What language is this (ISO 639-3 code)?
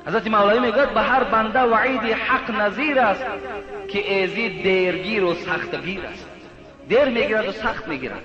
tgk